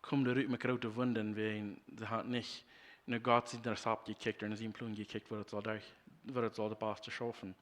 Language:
Plautdietsch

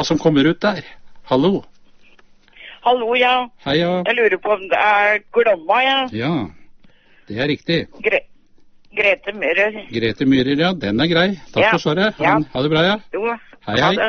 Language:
Norwegian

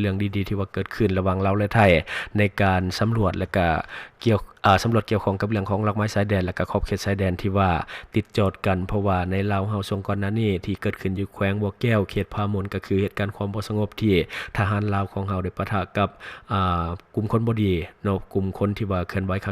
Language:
Lao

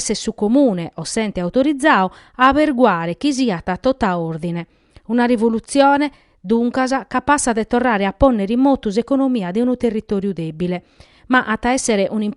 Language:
Sardinian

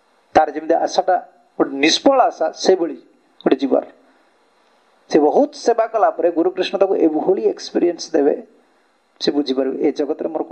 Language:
Odia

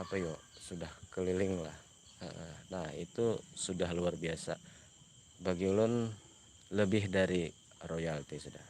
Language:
Banjar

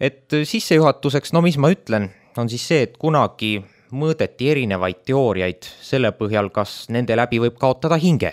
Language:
Estonian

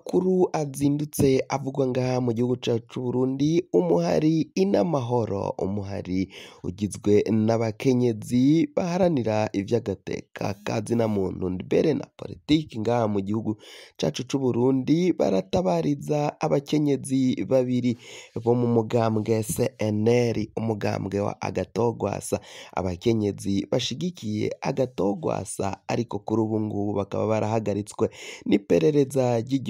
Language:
Rundi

